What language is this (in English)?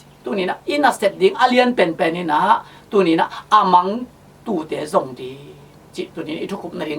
Tedim Chin